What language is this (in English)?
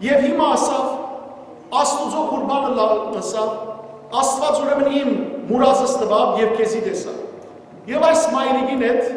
Western Armenian